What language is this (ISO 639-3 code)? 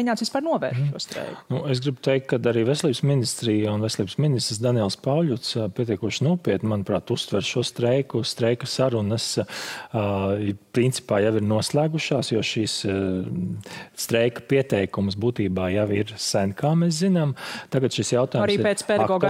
lav